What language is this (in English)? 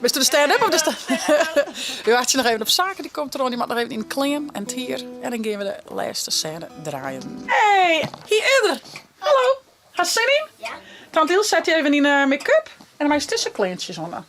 Western Frisian